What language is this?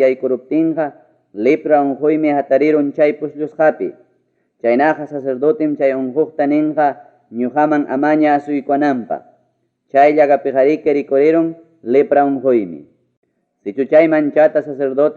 Ayacucho Quechua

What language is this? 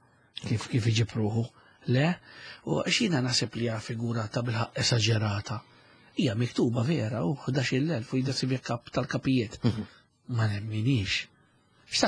Maltese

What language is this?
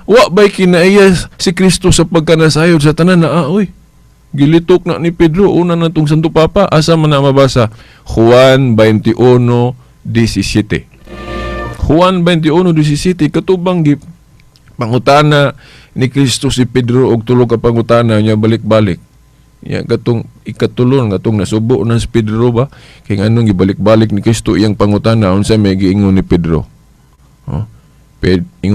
Cebuano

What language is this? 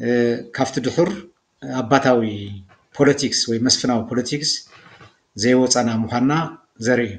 Tigrinya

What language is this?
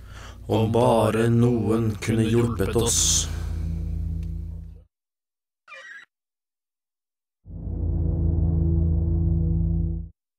Norwegian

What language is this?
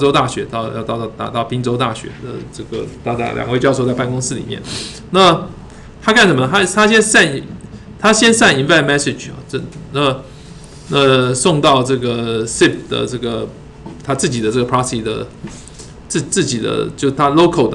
Chinese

